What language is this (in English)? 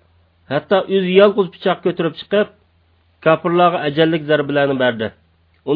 Uyghur